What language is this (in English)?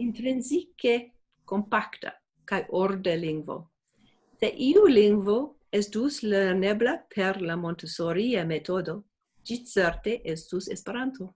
Esperanto